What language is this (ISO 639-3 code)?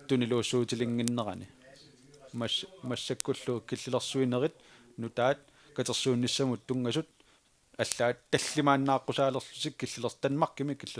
kal